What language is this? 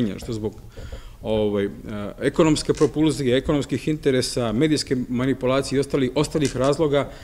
Serbian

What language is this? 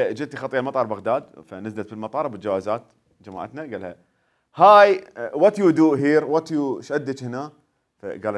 Mesopotamian Arabic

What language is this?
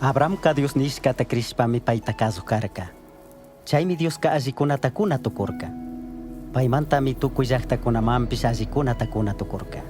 Chimborazo Highland Quichua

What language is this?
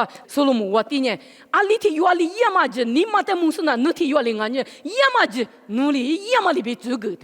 Lisu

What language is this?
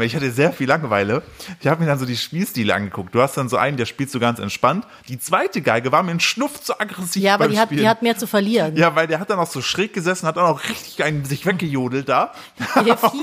German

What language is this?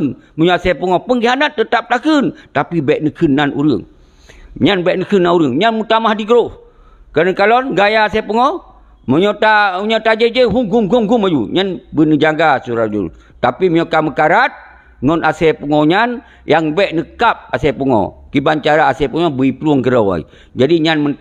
Achinese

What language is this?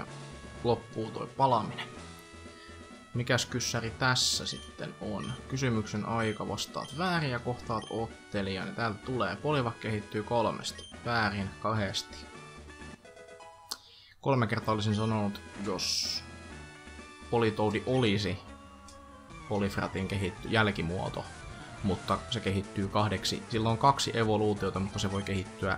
Finnish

